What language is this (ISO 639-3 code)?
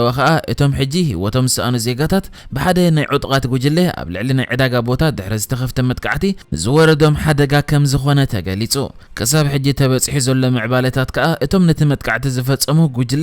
tir